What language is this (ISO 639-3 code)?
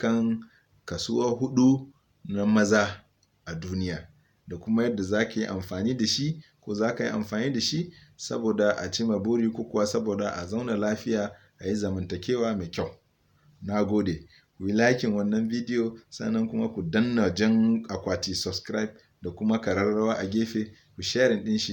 hau